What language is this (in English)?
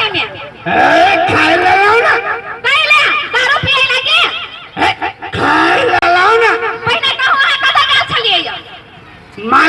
Maithili